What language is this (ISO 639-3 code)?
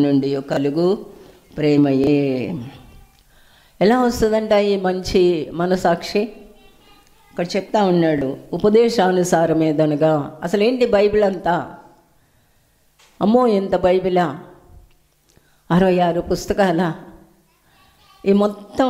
tel